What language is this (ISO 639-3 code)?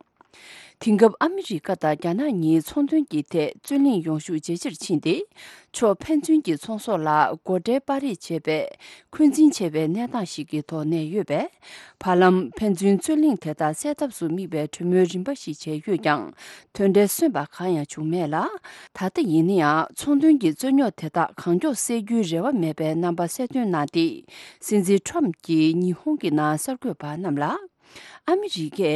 bod